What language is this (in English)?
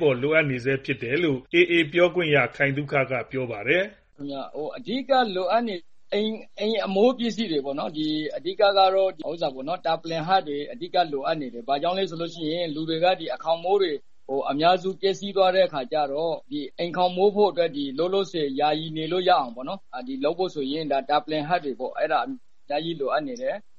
Burmese